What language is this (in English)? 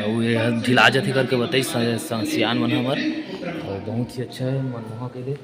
Chhattisgarhi